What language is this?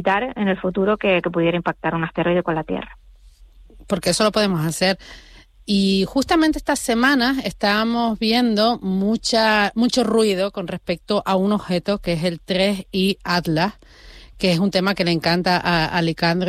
Spanish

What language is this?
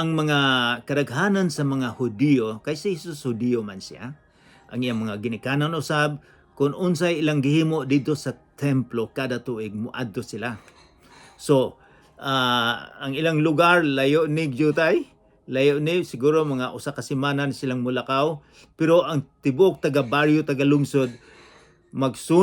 Cebuano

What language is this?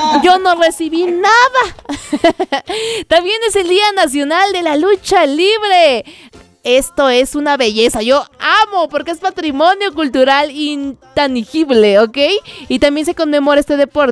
Spanish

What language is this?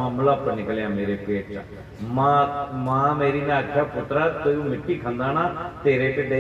Dogri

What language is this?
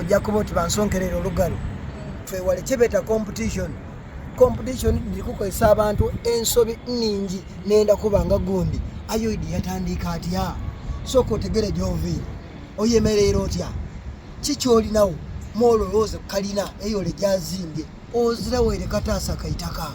Soga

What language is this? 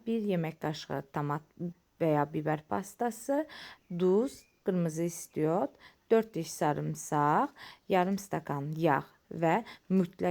Azerbaijani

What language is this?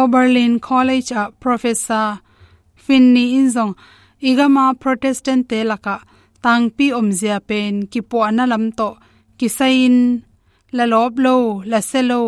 Tedim Chin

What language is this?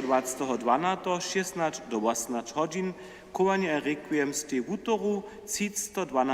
Upper Sorbian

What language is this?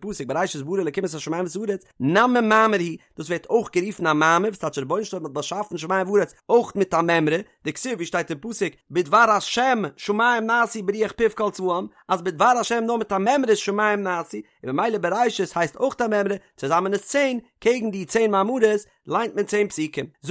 Yiddish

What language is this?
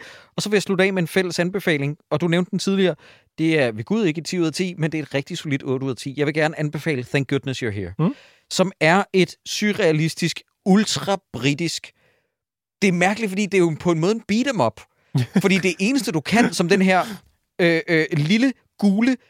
Danish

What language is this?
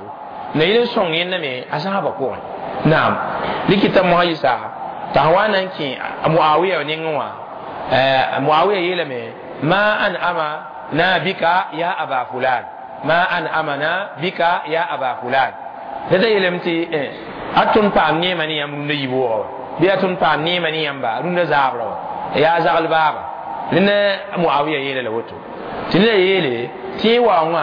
Mossi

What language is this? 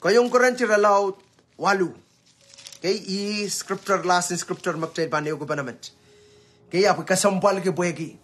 Pohnpeian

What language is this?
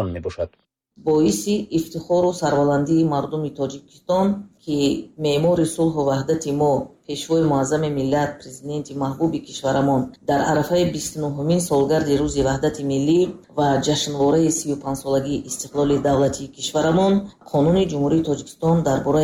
Tajik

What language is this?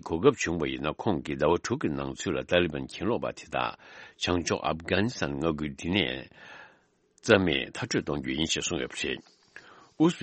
Tibetan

